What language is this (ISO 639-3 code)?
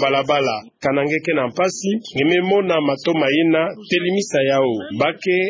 ktu